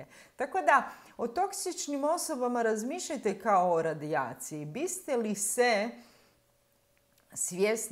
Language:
Croatian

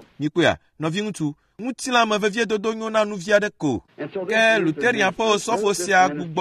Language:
Ewe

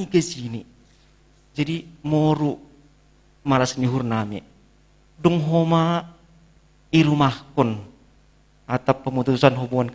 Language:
Batak Simalungun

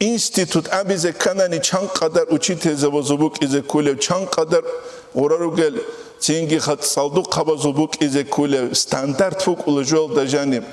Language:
Avaric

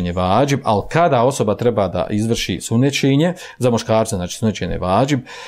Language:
Bosnian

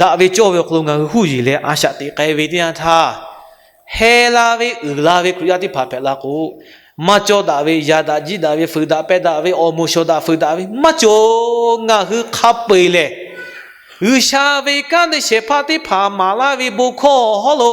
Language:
Lahu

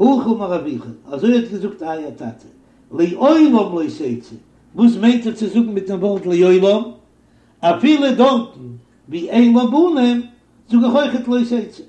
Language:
Yiddish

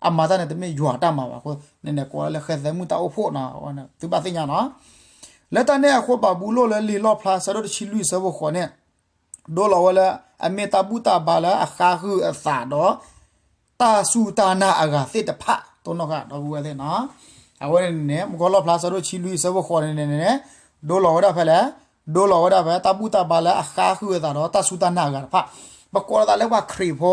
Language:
S'gaw Karen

